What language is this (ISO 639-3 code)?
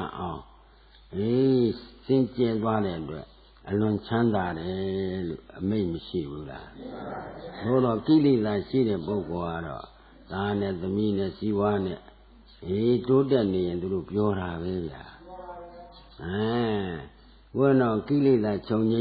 mya